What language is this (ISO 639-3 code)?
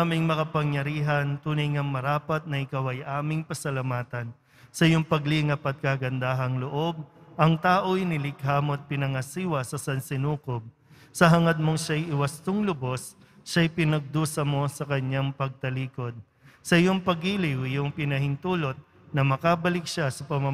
fil